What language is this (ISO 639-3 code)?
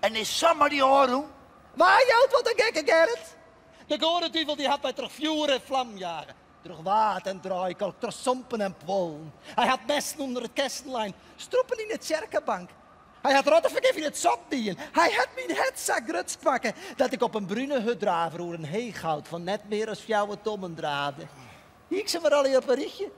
fry